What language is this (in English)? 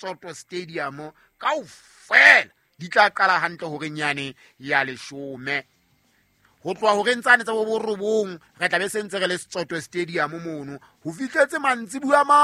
Southern Sotho